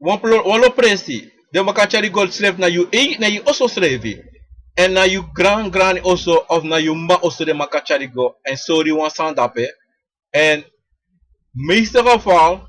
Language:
Sranan Tongo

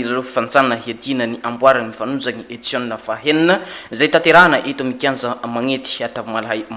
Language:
Malagasy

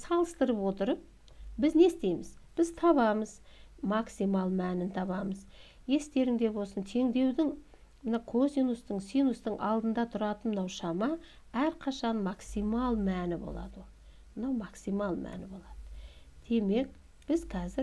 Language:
Kazakh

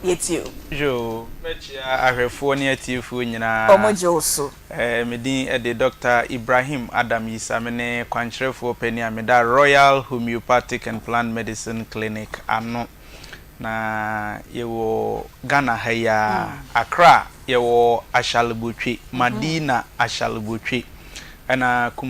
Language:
Akan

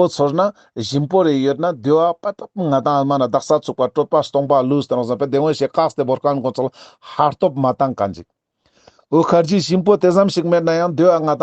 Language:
Ladakhi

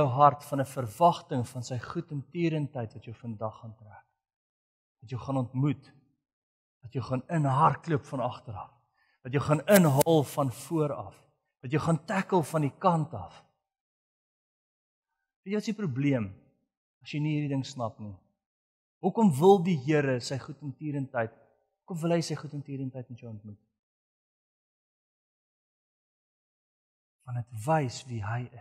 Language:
Afrikaans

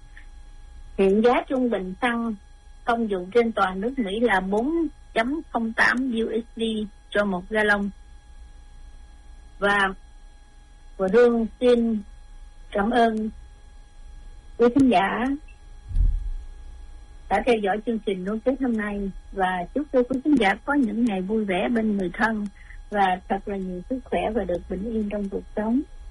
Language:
Vietnamese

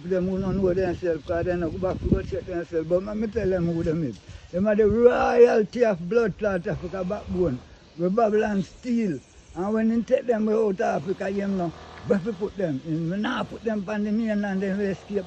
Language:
Jamaican Creole English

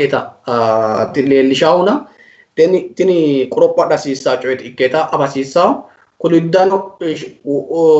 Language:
Sidamo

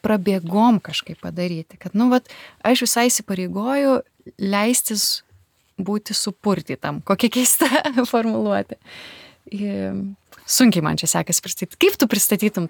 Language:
Lithuanian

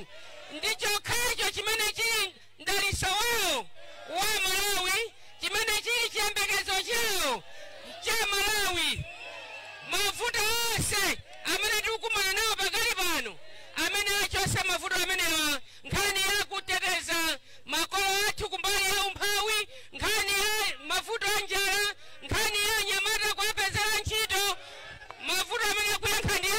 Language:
Nyanja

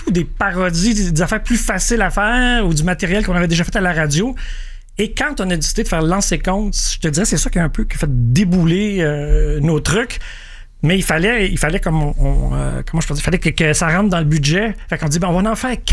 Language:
French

